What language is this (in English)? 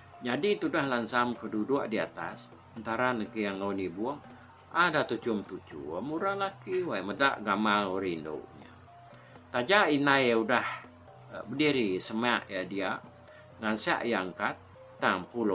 Iban